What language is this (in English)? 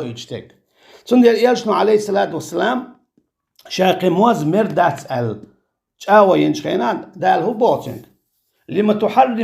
Chechen